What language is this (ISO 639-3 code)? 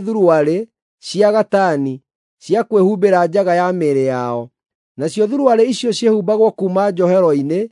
kik